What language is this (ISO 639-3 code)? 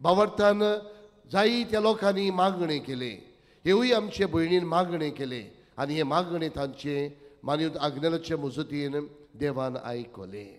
kok